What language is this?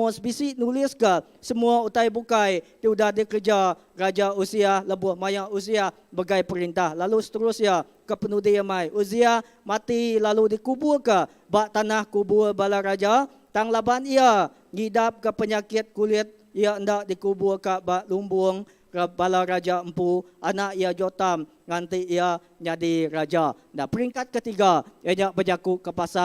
Iban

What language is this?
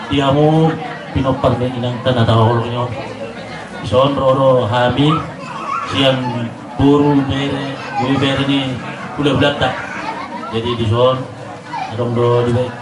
Batak Toba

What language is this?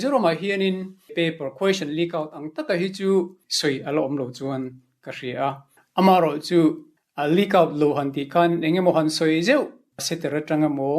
Mizo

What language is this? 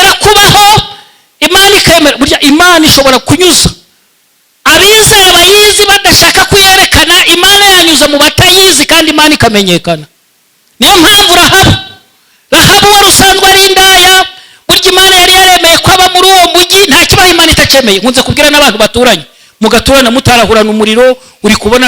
Kinyarwanda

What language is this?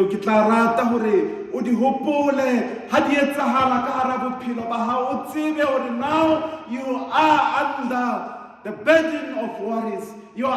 Southern Sotho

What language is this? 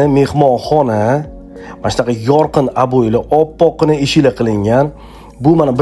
Uzbek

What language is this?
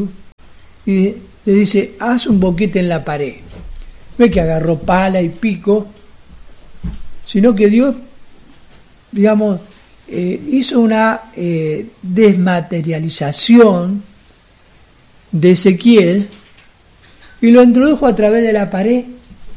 Spanish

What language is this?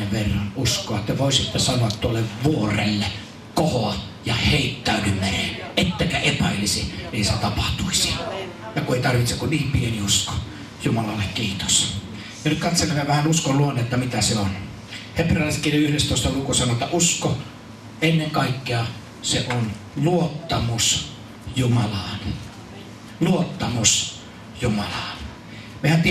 Finnish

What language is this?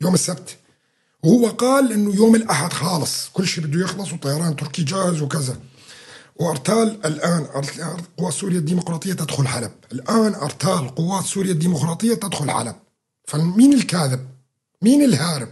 North Levantine Arabic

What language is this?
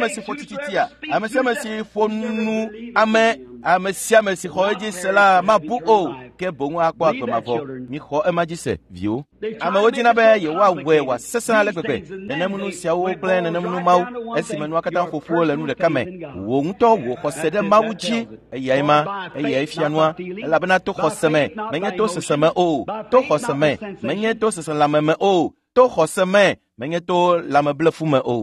Ewe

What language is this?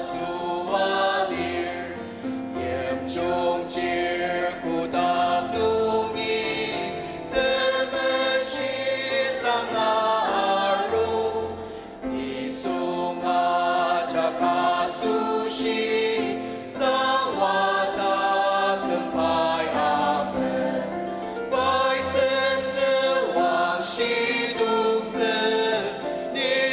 Ao Naga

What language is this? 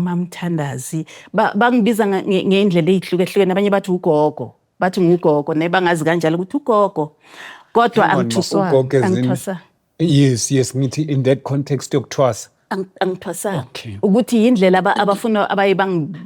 Zulu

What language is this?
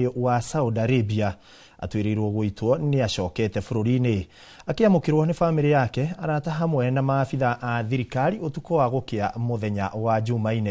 Kikuyu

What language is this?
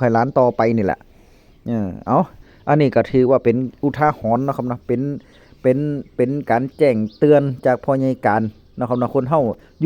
Northeastern Thai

